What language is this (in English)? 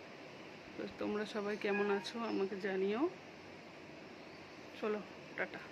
Bangla